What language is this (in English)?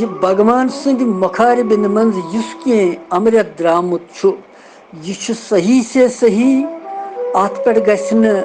Kashmiri